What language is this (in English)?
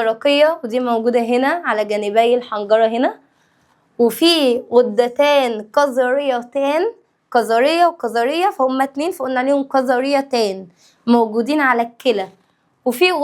Egyptian Arabic